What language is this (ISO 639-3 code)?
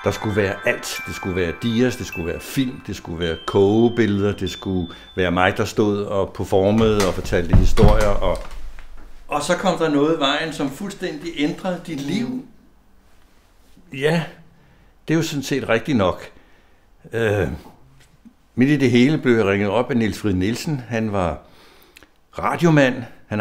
dan